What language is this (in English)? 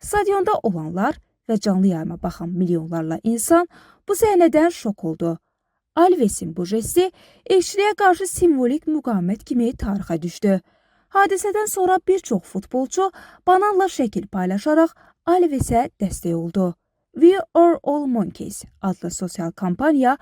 Azerbaijani